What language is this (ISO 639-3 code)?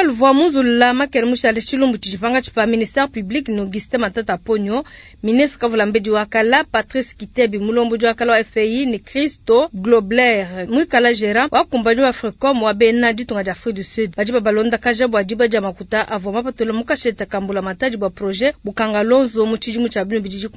lua